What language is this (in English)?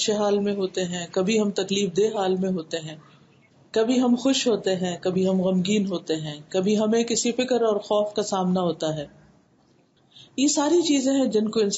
Urdu